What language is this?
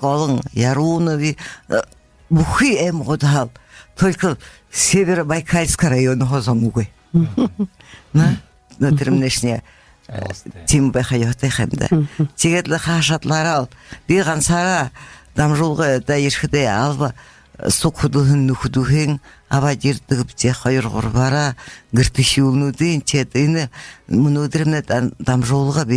Buriat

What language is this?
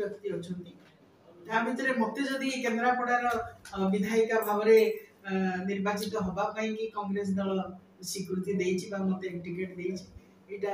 Odia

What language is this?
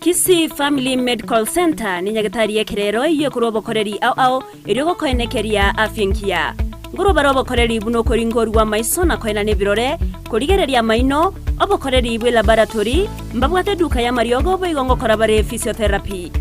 Gusii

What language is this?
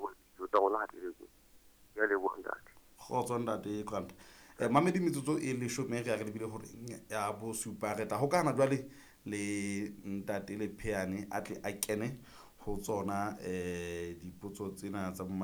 Southern Sotho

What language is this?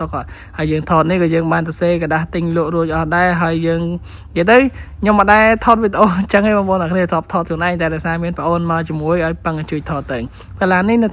Khmer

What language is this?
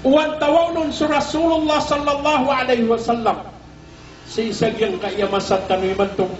Maranao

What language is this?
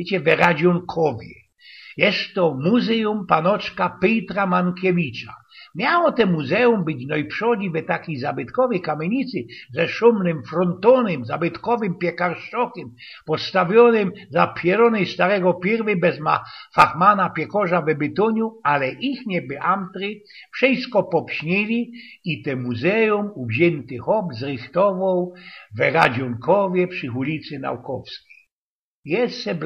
Silesian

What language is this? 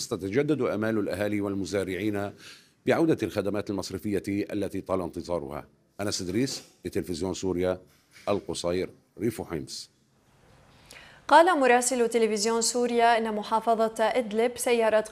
Arabic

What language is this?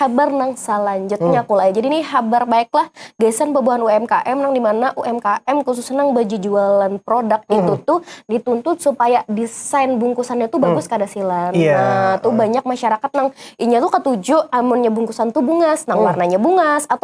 Banjar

